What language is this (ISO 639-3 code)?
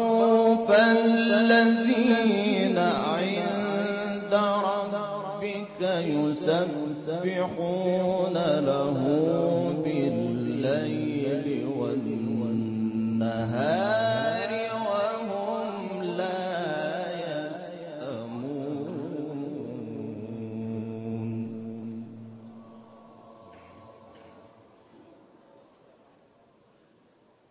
ara